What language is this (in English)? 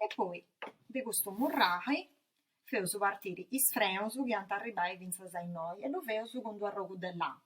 Sardinian